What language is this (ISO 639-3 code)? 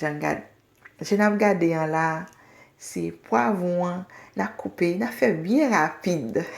hat